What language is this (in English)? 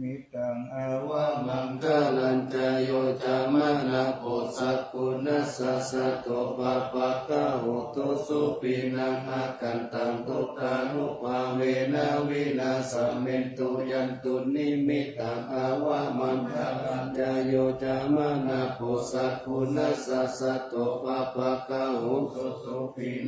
Pali